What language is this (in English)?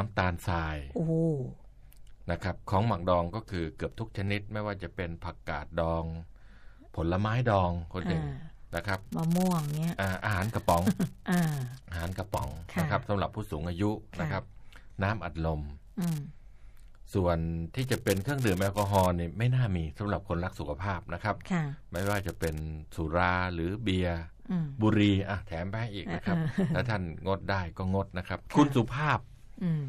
Thai